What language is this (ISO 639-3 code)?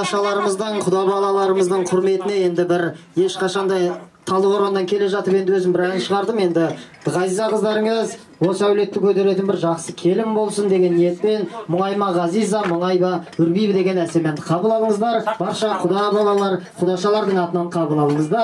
kaz